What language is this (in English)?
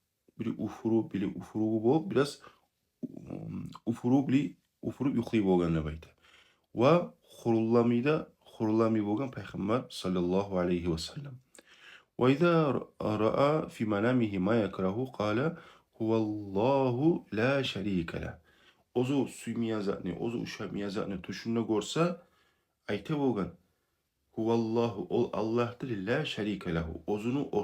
Kumyk